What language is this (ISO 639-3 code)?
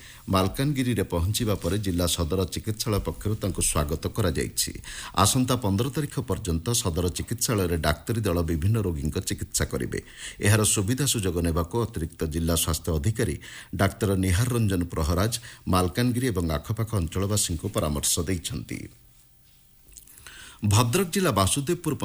ori